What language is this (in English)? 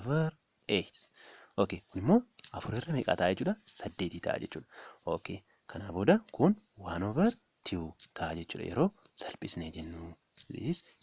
Oromo